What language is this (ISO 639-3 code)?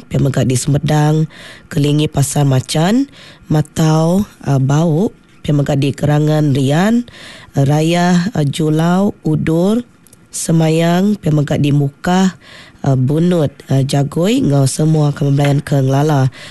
iba